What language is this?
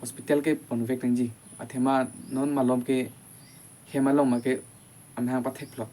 Karbi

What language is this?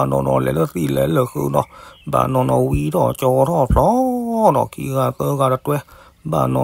S'gaw Karen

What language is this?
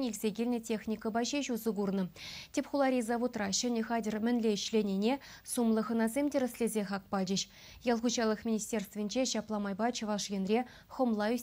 Chuvash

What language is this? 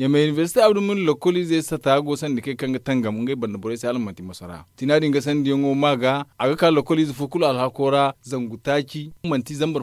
Zarma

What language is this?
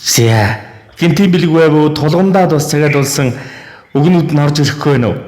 Mongolian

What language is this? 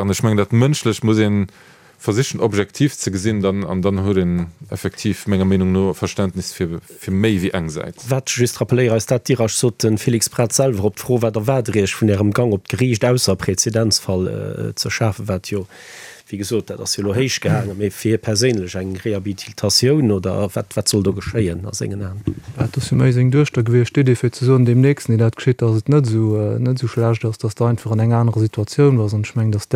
Luxembourgish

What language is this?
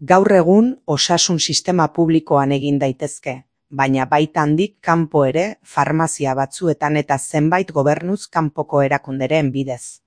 Basque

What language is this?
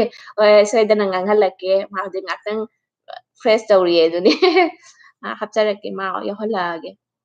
Manipuri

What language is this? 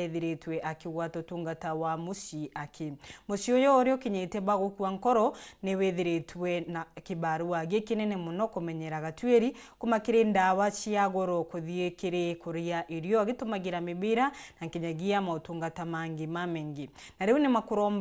Meru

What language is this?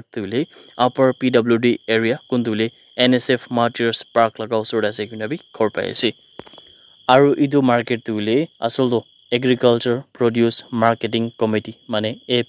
Naga Pidgin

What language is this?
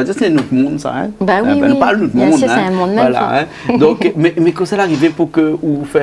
Réunion Creole French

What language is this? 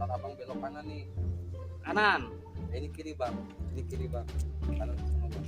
Betawi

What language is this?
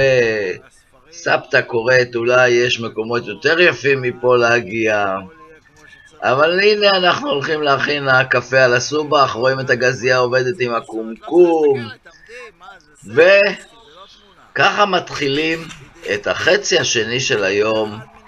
Hebrew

